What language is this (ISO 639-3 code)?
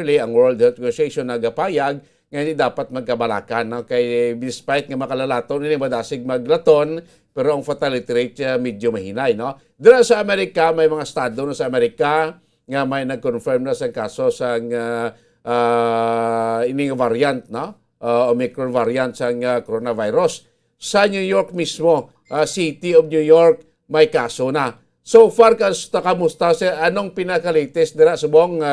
hil